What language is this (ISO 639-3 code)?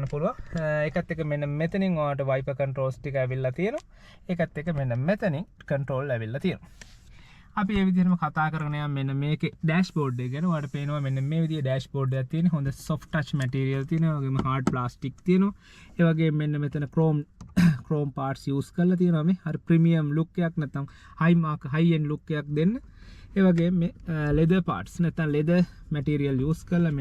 sin